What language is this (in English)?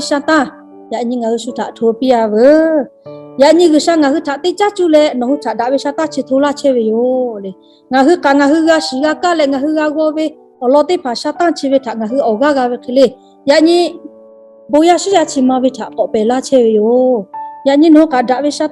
Lahu